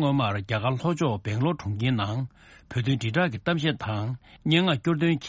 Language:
Tibetan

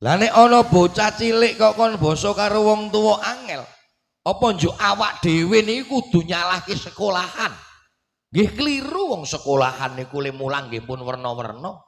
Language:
Javanese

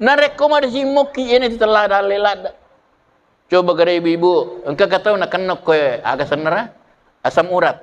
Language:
Buginese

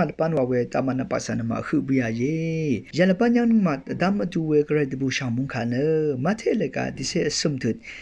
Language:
Rawang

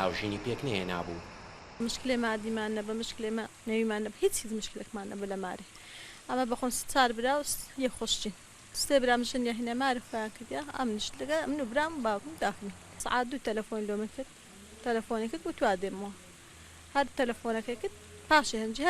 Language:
Central Kurdish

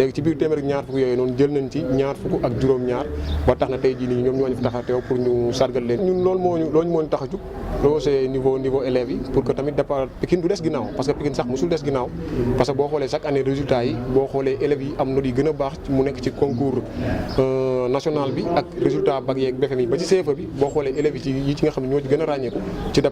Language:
Wolof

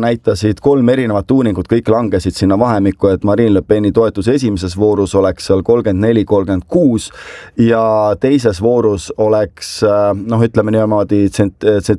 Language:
Estonian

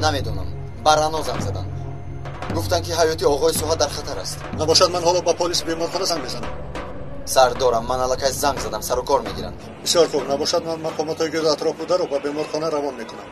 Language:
Tajik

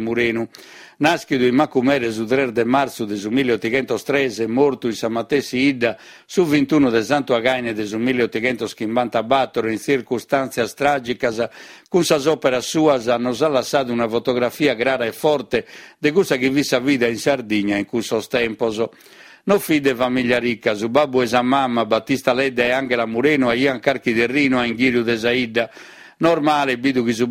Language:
Sardinian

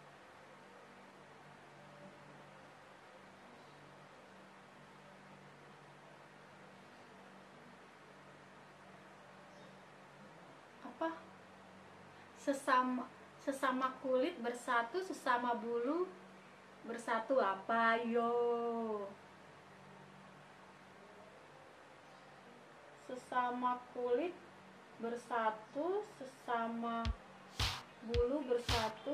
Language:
Indonesian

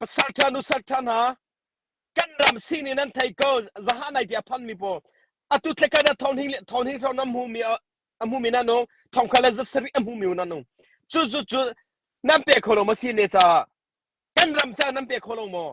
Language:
Hakha Chin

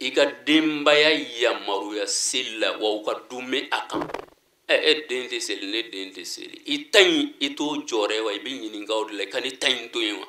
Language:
Bambara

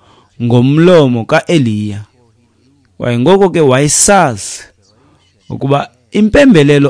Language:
Xhosa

